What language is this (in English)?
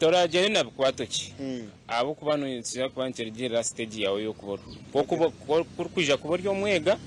Nyankole